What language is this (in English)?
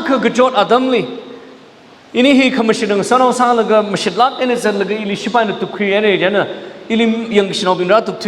Tangkhul Naga (India)